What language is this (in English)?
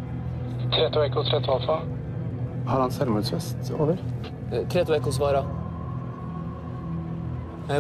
Norwegian